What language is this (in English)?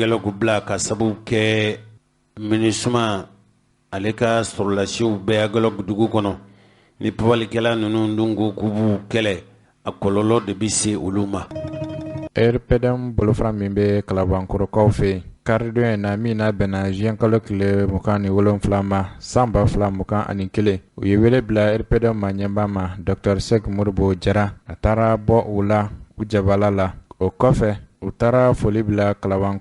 Bambara